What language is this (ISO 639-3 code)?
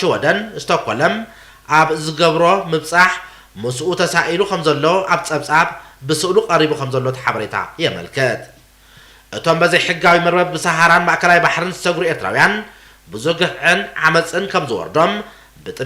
tir